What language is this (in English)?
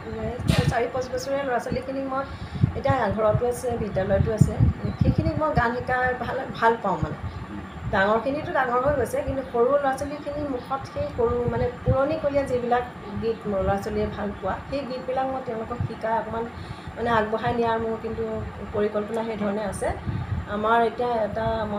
Assamese